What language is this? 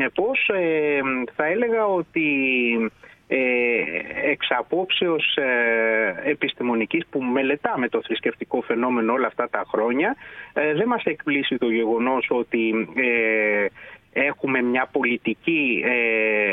Greek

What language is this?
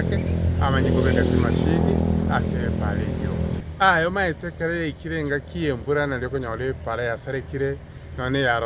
Gusii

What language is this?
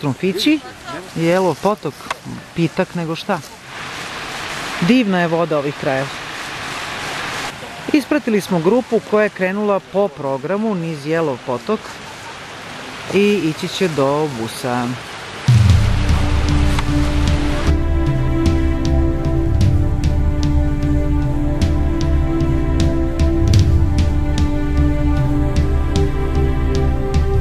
Serbian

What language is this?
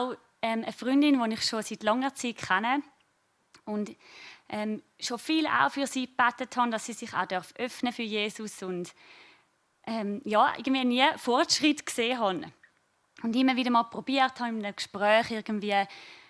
Swiss German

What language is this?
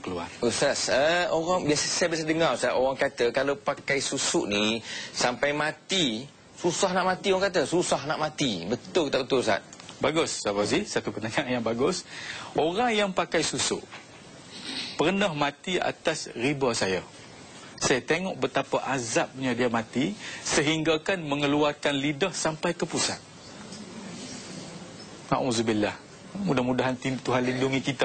Malay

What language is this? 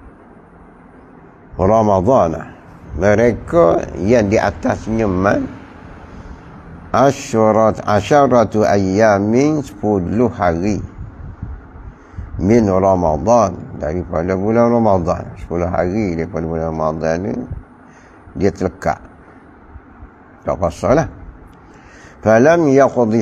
Malay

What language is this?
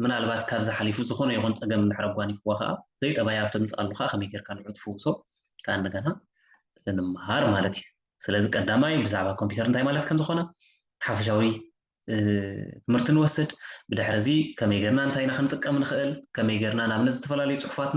Tigrinya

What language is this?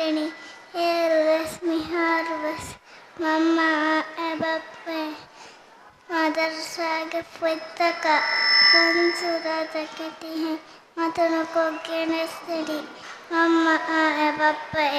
Divehi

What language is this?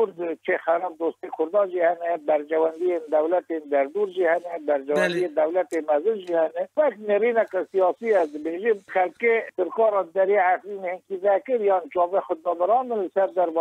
Kurdish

